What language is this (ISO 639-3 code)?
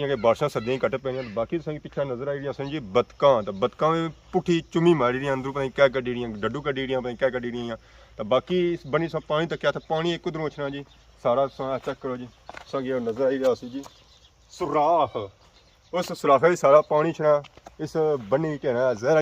phr